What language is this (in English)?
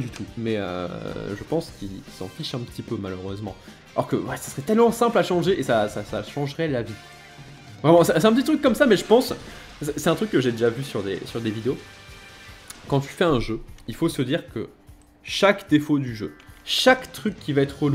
French